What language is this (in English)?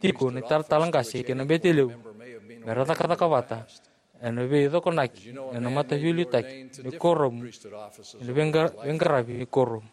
Fijian